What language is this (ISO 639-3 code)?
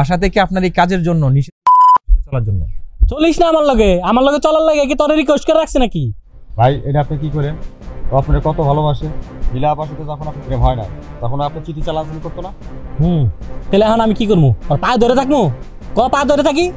ben